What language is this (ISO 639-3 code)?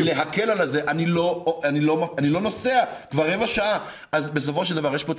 heb